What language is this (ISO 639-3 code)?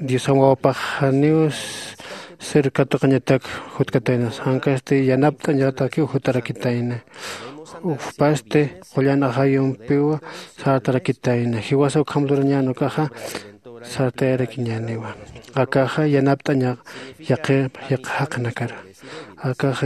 aym